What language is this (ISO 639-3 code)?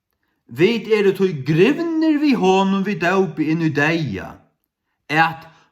fao